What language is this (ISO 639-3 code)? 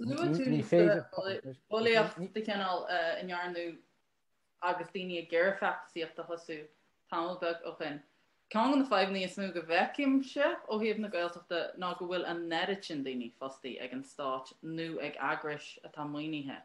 gle